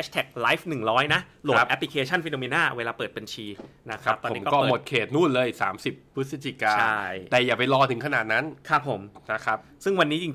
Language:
Thai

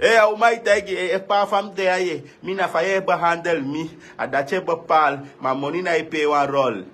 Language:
Sranan Tongo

